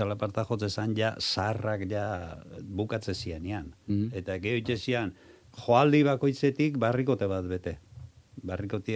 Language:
Basque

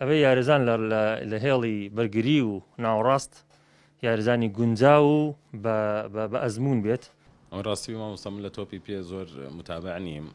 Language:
Central Kurdish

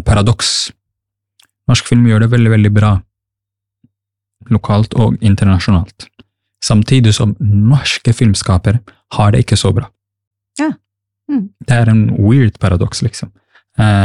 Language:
Norwegian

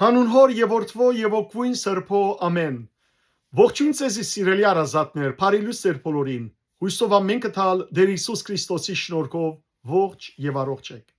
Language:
Western Armenian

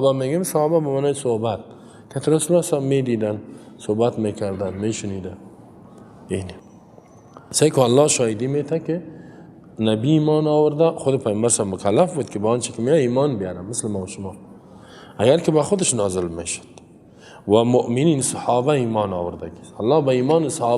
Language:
Persian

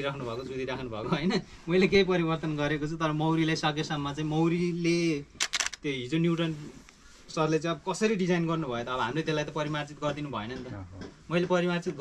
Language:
Nepali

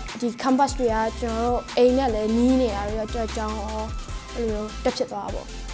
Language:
Burmese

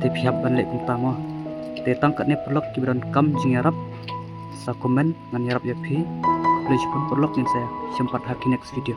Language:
Khasi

